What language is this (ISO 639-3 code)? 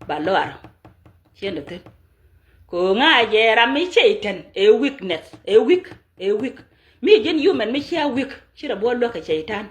nus